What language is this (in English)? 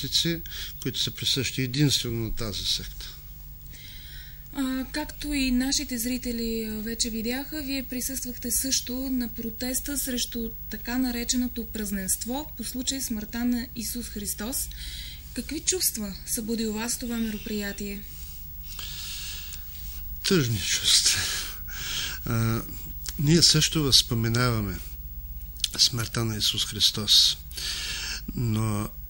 Bulgarian